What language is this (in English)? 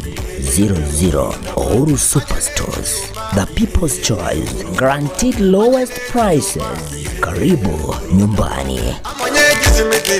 Gusii